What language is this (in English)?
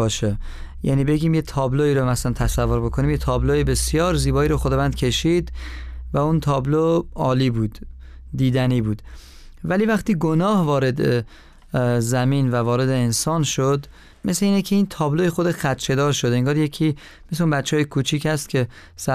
Persian